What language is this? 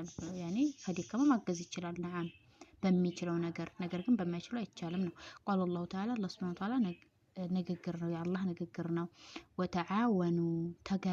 Amharic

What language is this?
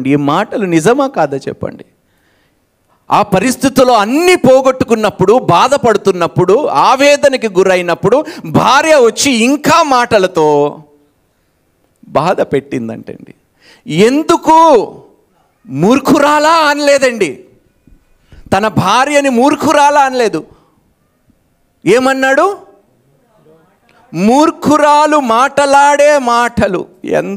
Telugu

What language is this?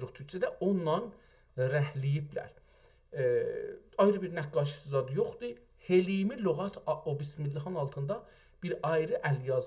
South Azerbaijani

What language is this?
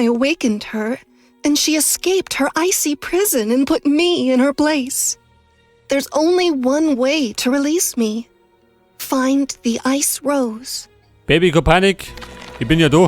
Bavarian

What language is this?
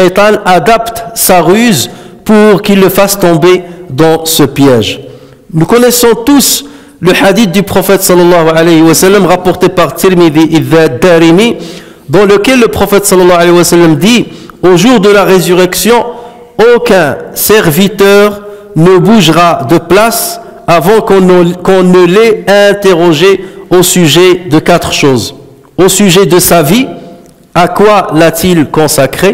French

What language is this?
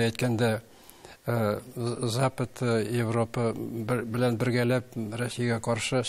Tatar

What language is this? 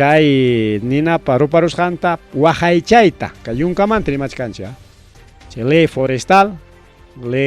Ayacucho Quechua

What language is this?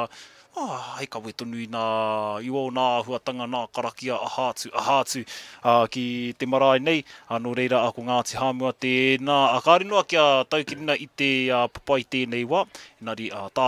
Māori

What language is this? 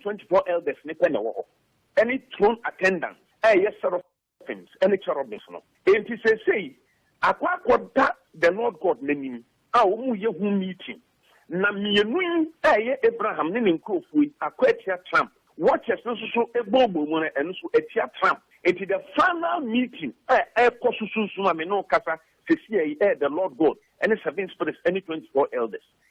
Akan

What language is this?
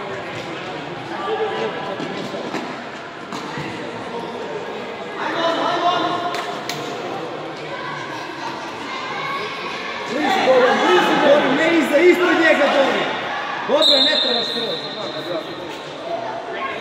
Croatian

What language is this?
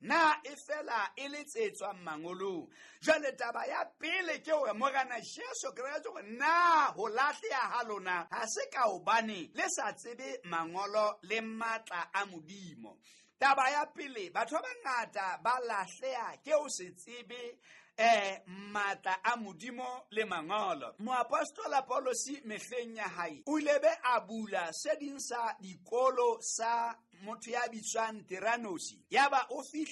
Southern Sotho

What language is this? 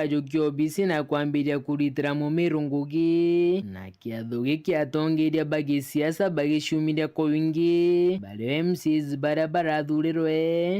Meru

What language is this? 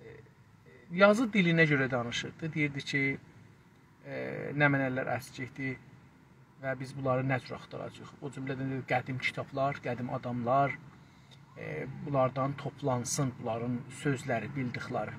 South Azerbaijani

